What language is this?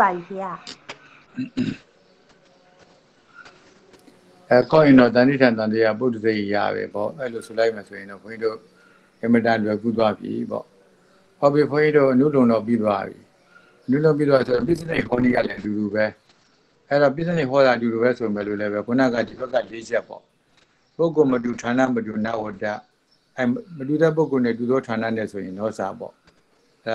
Burmese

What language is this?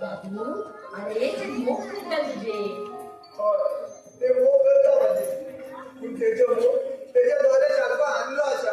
Konkani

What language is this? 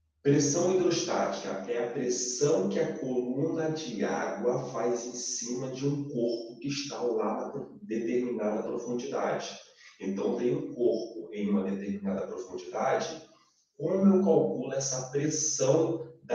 Portuguese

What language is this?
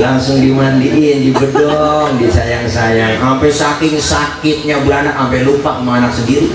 Betawi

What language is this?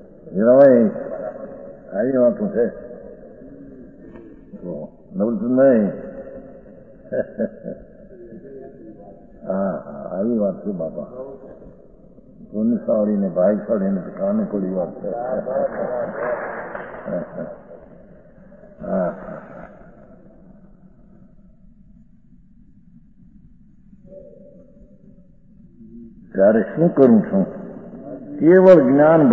Gujarati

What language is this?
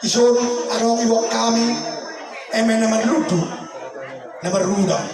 Batak Toba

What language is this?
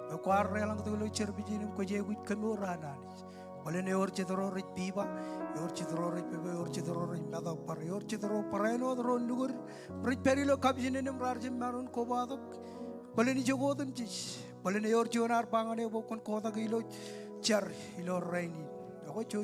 Marshallese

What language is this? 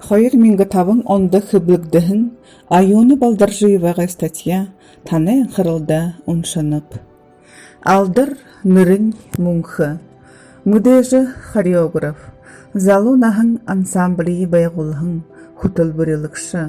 Buriat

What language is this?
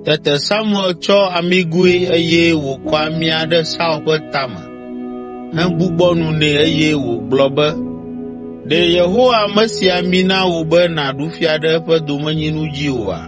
Ewe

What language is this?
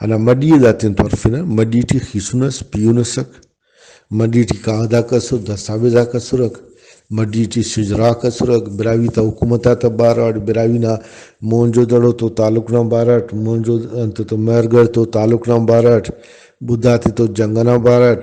Brahui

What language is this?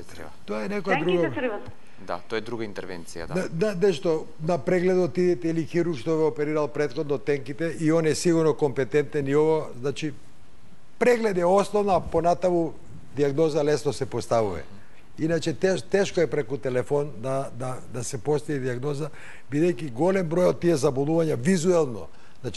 Macedonian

